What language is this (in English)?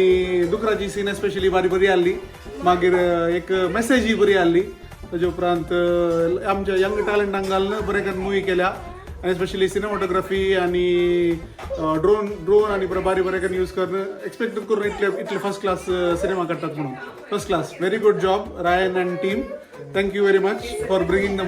Konkani